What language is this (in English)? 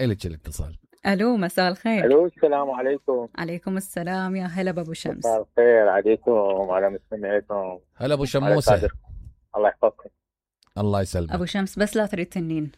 Mesopotamian Arabic